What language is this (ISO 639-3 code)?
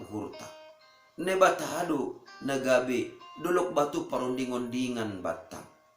bts